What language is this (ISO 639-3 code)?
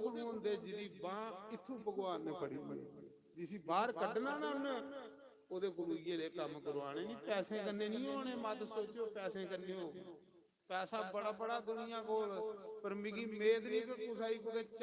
doi